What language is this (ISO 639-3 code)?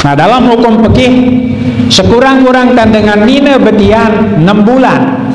sas